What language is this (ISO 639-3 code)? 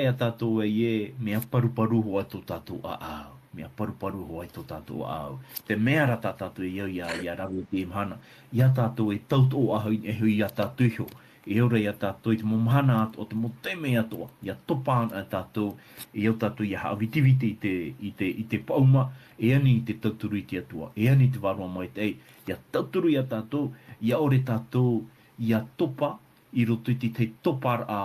tah